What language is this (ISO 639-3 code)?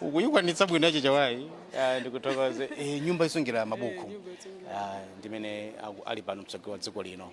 nya